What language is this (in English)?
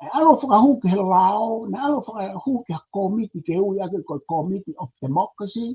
Tongan